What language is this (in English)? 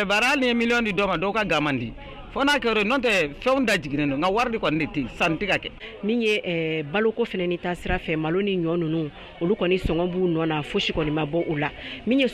Bambara